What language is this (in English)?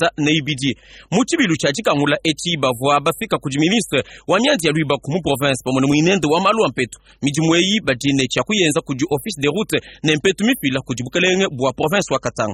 Luba-Lulua